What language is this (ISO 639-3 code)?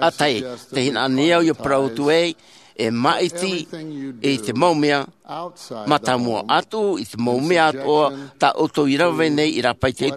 tah